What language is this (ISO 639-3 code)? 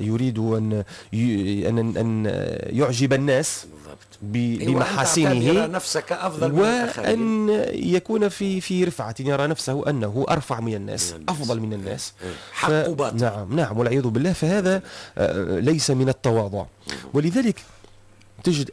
aeb